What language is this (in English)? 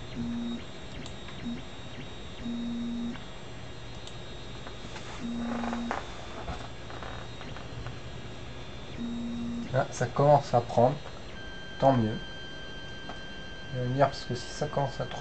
French